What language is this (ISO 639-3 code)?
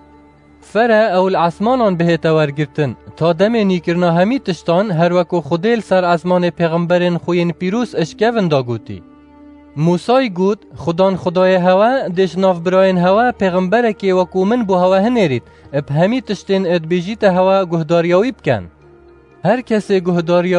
kur